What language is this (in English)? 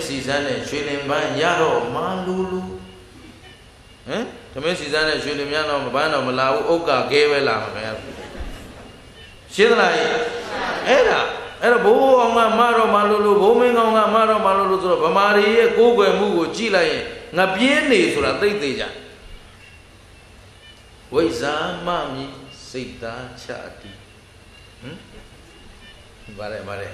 Burmese